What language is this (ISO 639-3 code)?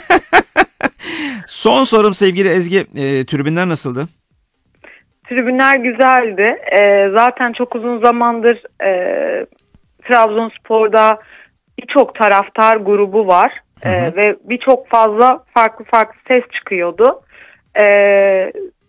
tur